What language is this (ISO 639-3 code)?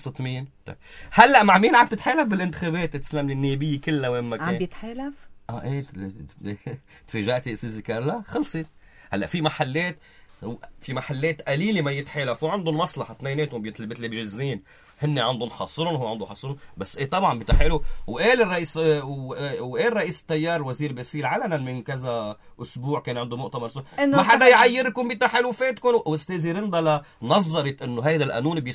apc